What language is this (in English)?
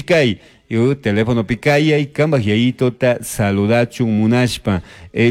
Chimborazo Highland Quichua